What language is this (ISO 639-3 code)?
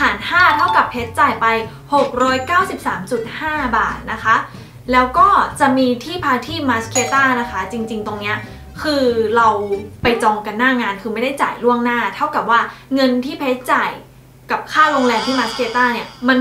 tha